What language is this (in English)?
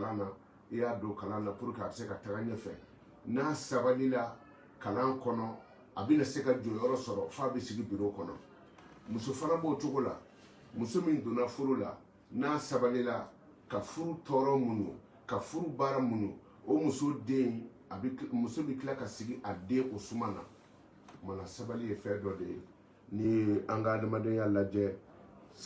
Bambara